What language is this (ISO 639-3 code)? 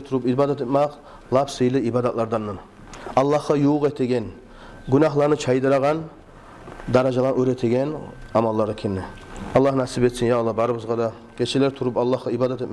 kum